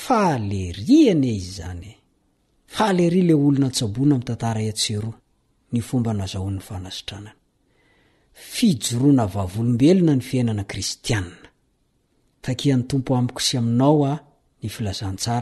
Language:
Malagasy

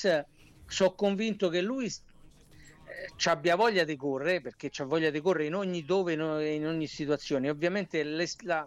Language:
Italian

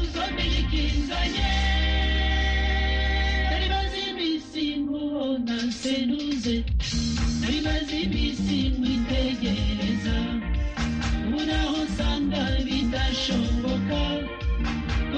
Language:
Kinyarwanda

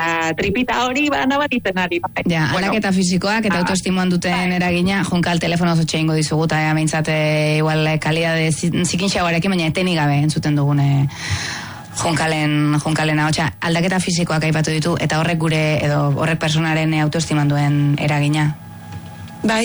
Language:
Basque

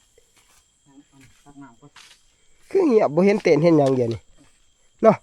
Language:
Northeastern Thai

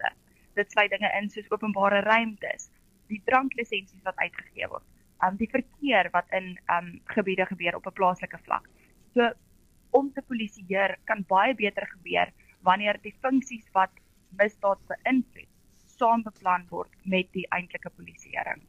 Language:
Afrikaans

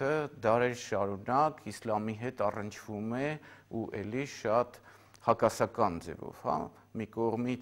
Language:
Armenian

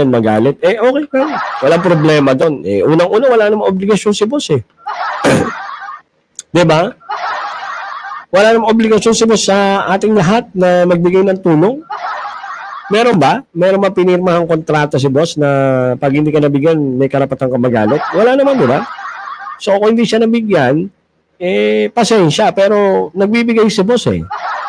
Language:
Filipino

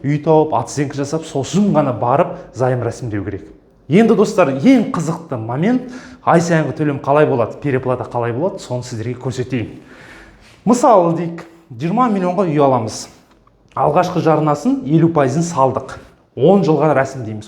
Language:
Kazakh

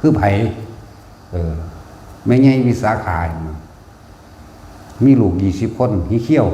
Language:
Lao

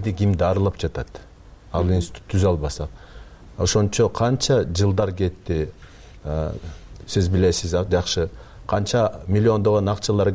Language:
Kyrgyz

